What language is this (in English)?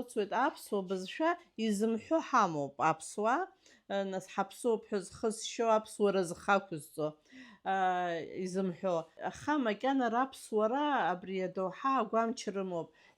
Abkhazian